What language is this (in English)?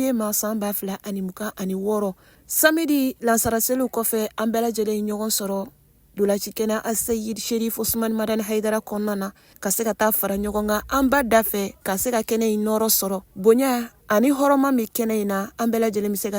Bambara